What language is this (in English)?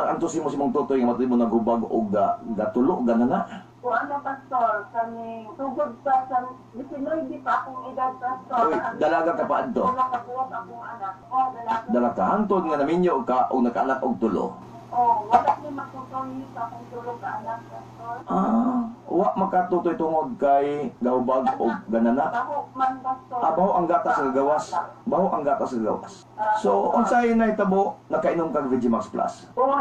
Cebuano